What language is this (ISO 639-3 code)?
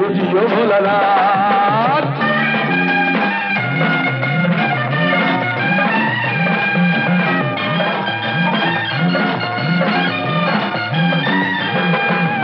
ben